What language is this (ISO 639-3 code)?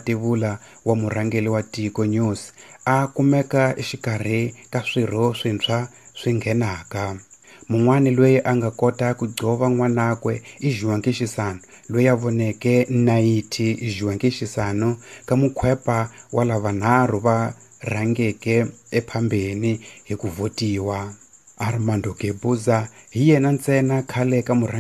tso